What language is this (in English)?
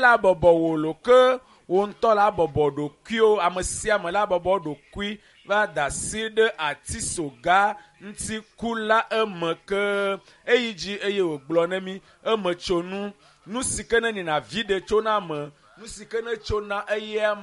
Ewe